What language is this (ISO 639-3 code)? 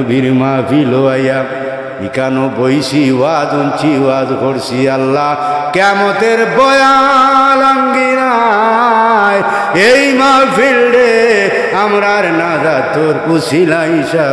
syl